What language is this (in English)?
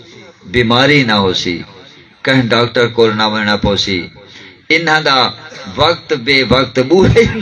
Saraiki